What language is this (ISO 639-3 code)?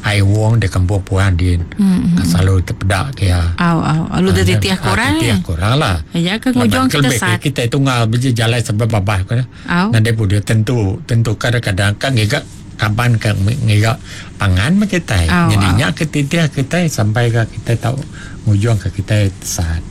iba